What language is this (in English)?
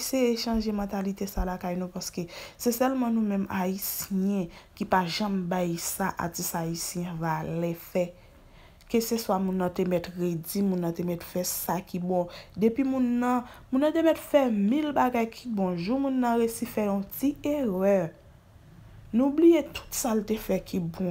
Haitian Creole